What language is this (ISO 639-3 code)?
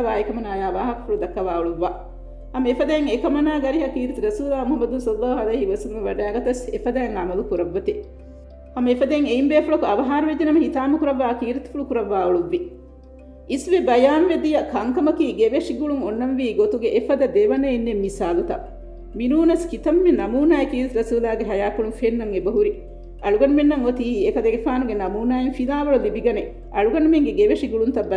div